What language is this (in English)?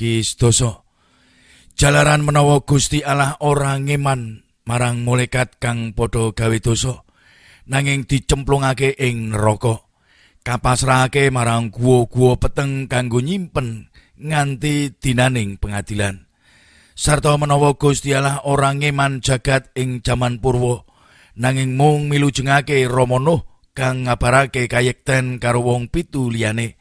Javanese